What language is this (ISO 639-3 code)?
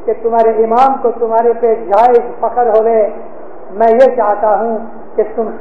urd